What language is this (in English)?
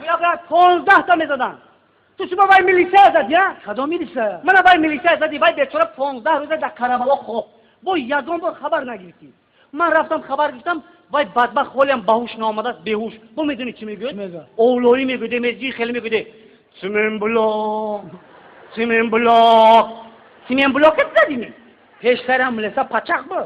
Tajik